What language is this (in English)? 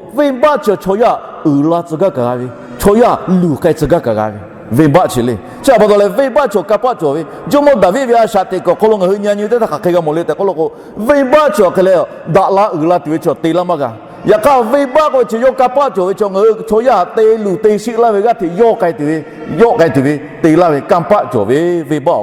Lahu